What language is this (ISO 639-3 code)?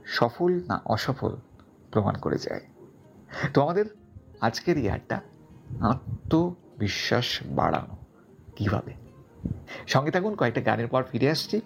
ben